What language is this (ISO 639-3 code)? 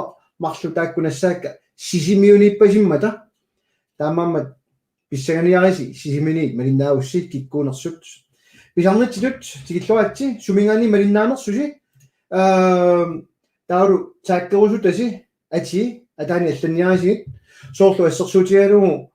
kal